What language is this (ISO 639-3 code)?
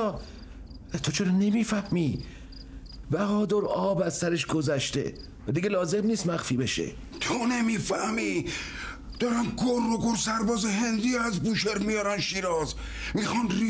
fas